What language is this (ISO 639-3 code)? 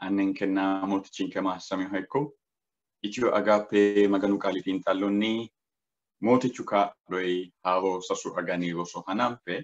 sid